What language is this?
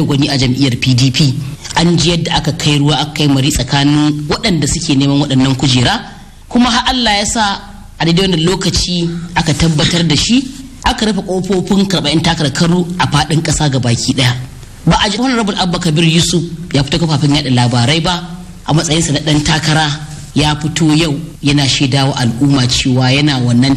Hausa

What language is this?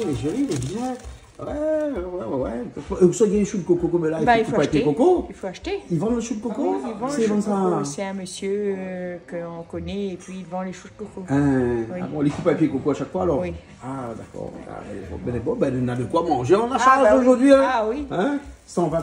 Réunion Creole French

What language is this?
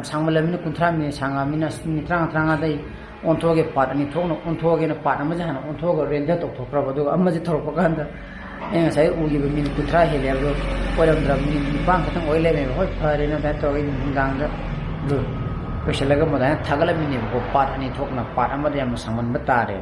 Manipuri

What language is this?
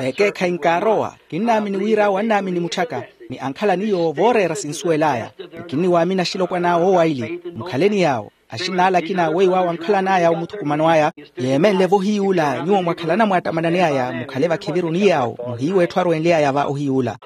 Makhuwa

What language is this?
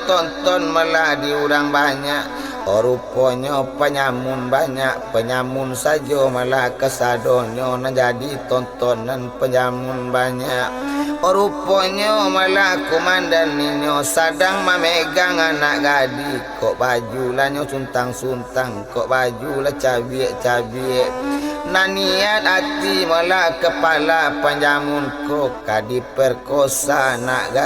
Minangkabau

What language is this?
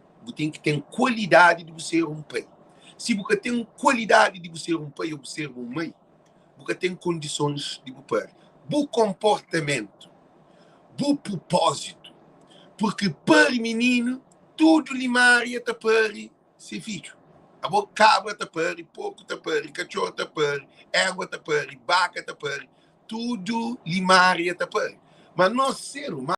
Kabuverdianu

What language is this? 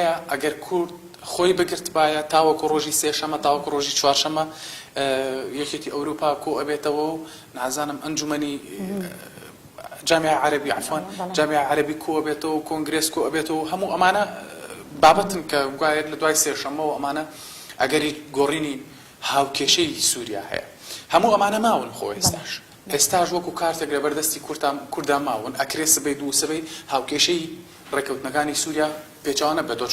Central Kurdish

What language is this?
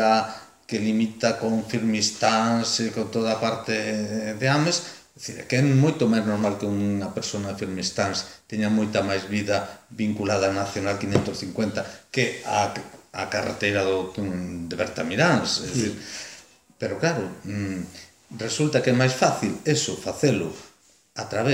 Galician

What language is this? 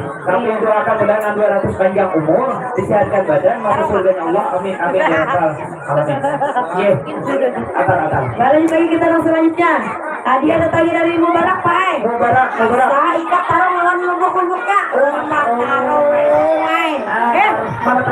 Banjar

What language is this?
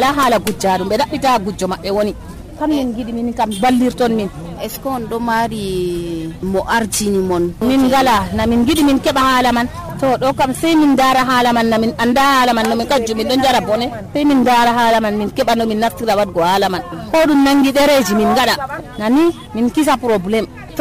Nigerian Fulfulde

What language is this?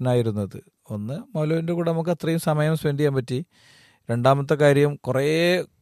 Malayalam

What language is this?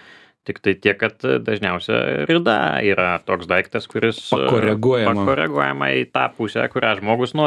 Lithuanian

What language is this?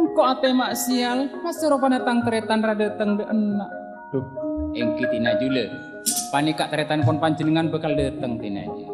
Madurese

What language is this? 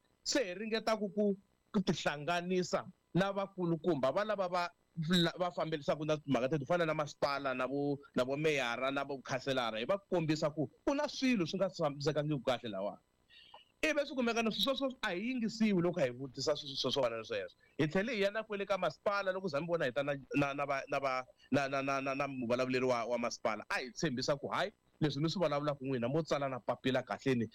Tsonga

